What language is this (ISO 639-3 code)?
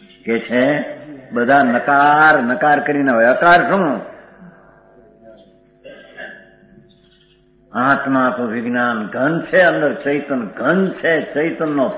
guj